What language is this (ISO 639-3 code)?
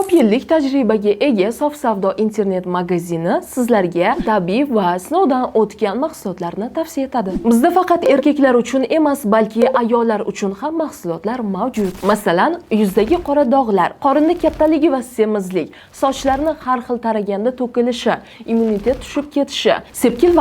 uzb